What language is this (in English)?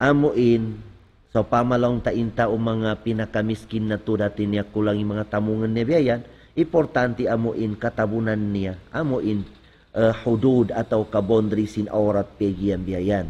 Tausug